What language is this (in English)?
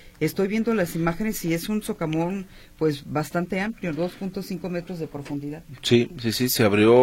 Spanish